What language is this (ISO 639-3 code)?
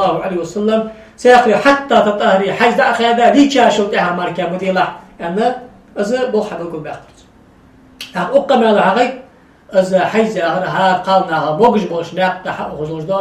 inh